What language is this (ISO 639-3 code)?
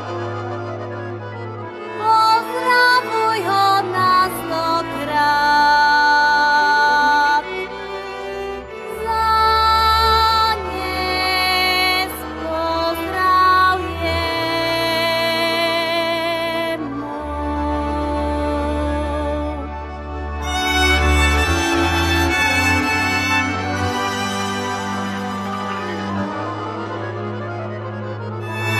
slk